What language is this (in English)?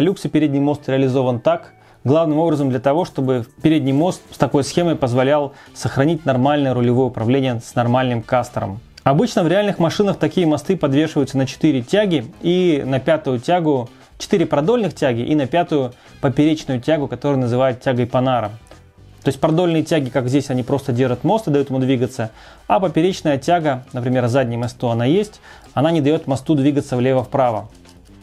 Russian